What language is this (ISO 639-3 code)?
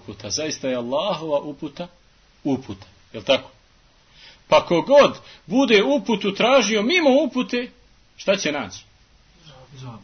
bos